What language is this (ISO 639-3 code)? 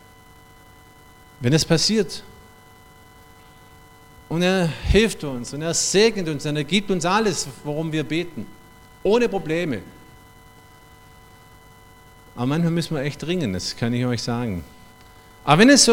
deu